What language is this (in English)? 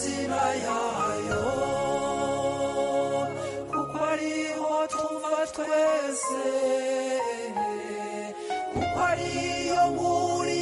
Kinyarwanda